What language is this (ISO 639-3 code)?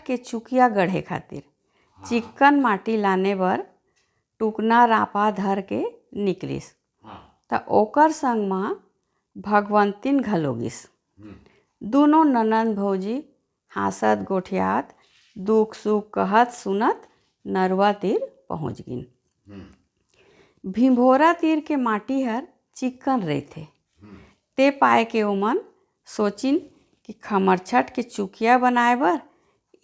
hne